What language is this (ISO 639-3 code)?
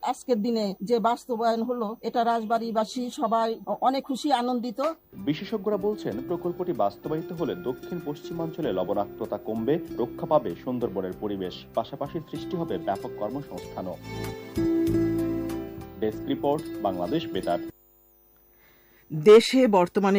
ben